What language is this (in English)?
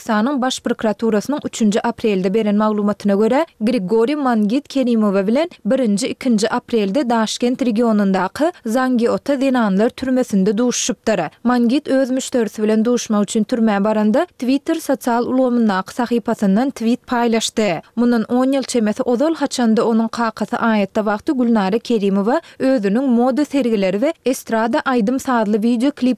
Turkmen